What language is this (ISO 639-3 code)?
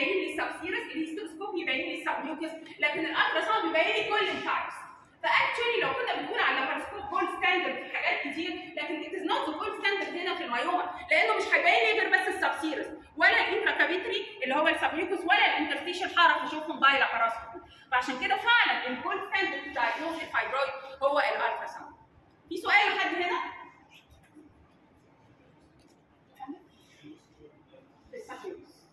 arz